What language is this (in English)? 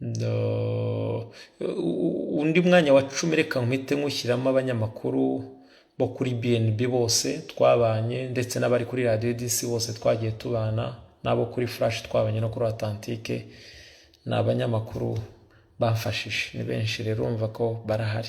Kinyarwanda